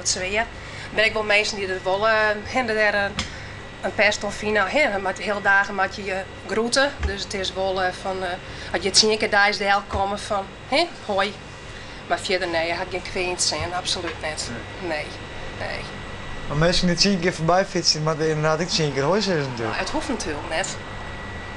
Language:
Western Frisian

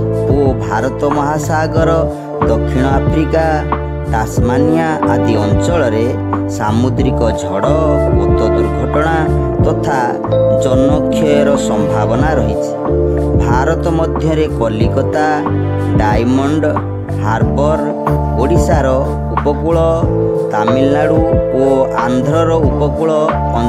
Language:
Odia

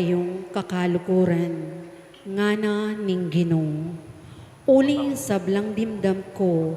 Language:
Pampanga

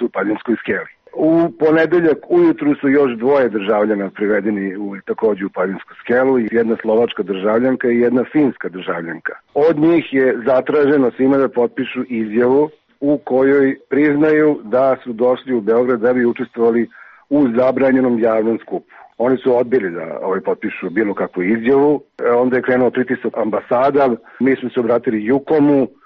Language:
Serbian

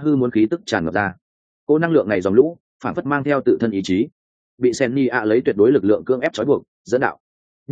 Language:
Vietnamese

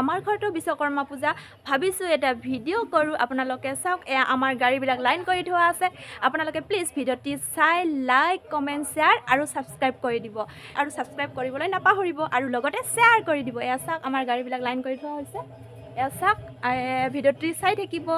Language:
Assamese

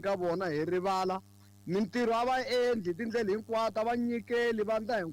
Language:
Tsonga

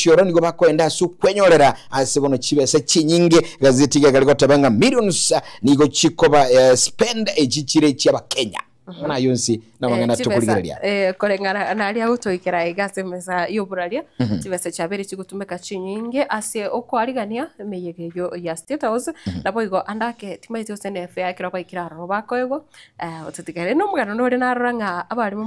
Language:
Gusii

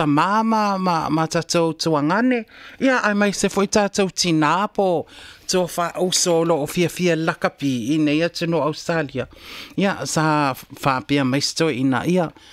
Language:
Samoan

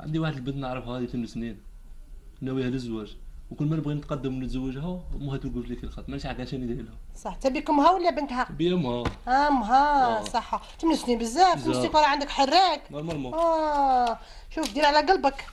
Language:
Algerian Arabic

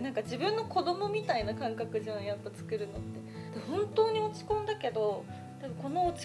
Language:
Japanese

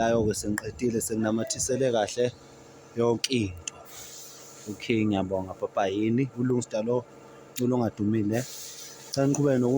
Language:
Zulu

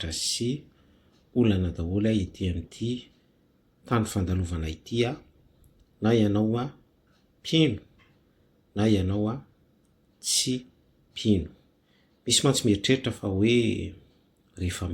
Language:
Malagasy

